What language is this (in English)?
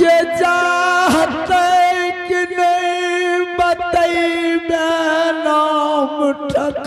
Angika